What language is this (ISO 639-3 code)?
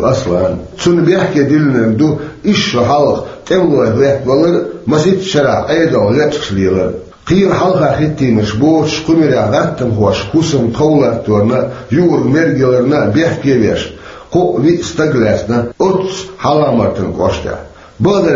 che